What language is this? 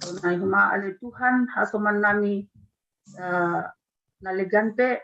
Batak Simalungun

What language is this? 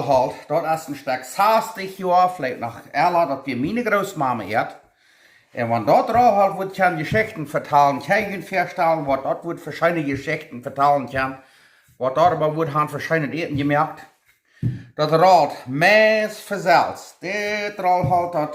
Plautdietsch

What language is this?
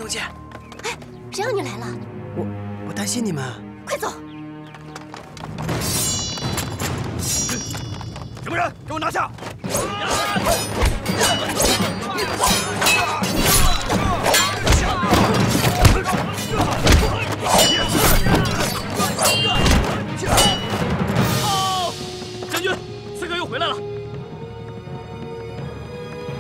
Chinese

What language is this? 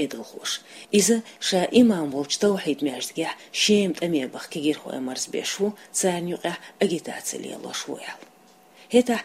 Chechen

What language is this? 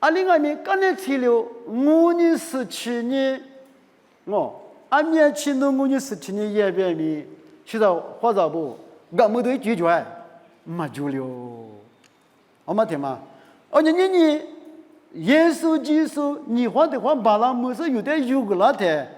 Lisu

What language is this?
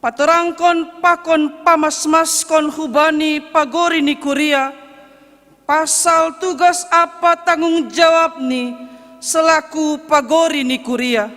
Batak Simalungun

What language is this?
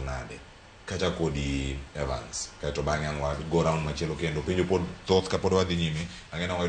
Luo (Kenya and Tanzania)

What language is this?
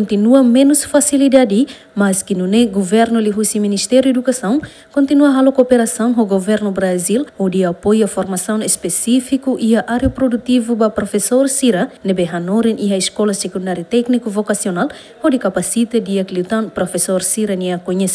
Tetum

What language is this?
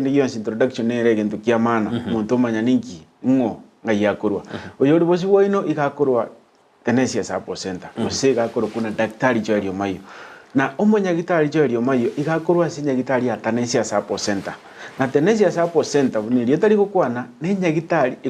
Gusii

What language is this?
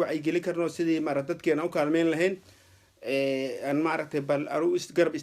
Somali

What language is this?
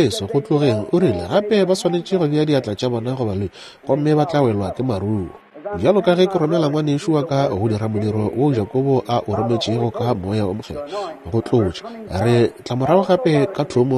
Northern Sotho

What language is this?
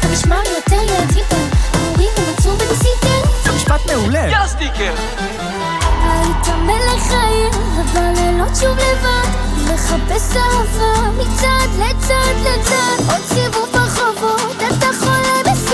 Hebrew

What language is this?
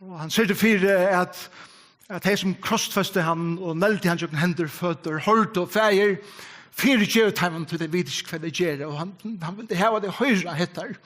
Faroese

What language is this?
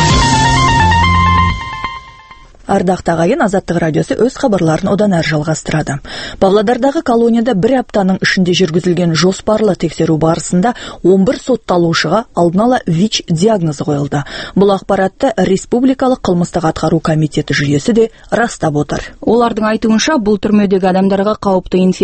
Kazakh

